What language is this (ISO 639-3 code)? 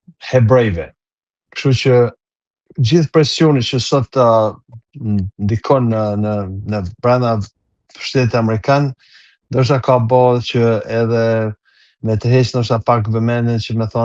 sqi